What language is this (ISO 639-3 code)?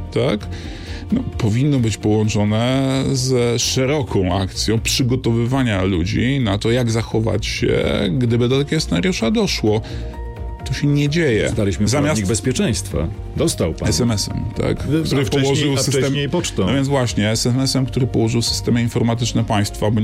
pol